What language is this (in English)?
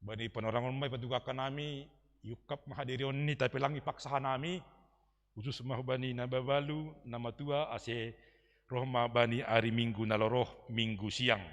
Batak Simalungun